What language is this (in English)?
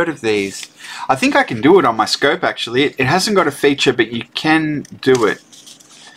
English